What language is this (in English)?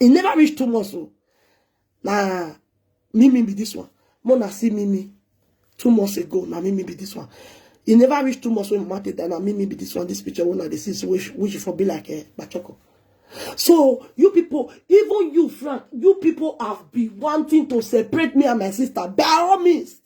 Nigerian Pidgin